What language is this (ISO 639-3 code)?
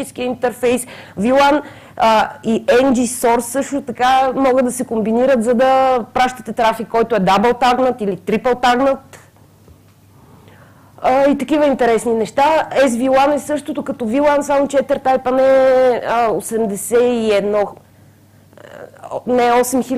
bul